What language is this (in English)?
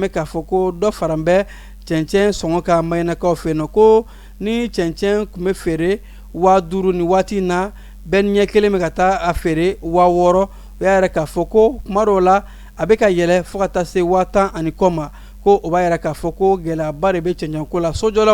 Bambara